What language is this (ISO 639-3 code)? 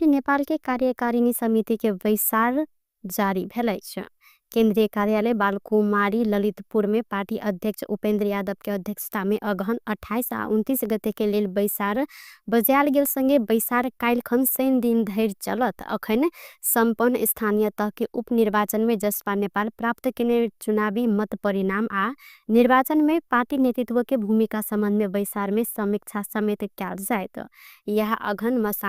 mai